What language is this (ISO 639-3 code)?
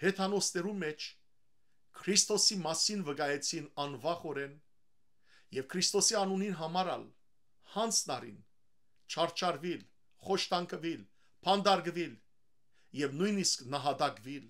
hyw